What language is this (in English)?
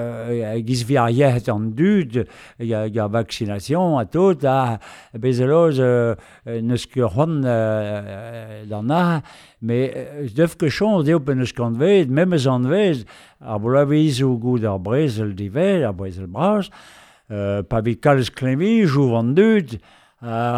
Breton